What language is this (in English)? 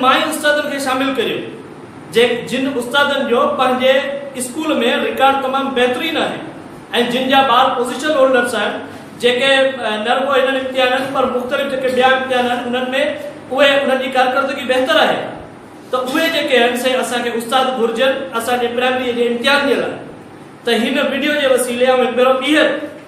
Sindhi